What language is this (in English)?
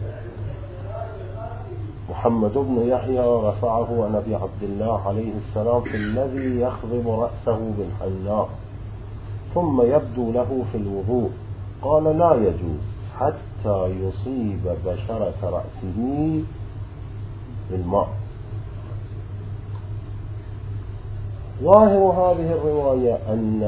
Arabic